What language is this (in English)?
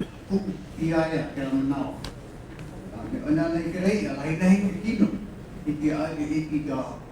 Hawaiian